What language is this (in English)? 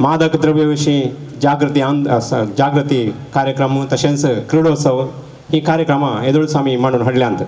Konkani